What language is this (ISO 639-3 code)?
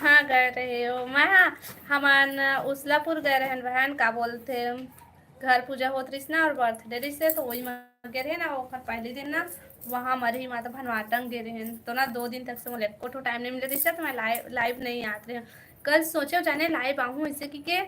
hne